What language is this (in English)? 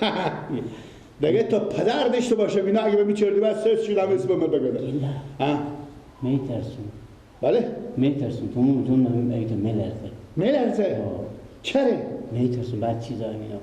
Persian